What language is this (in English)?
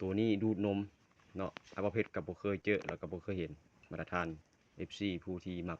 Lao